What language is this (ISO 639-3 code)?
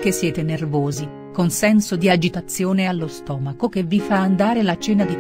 ita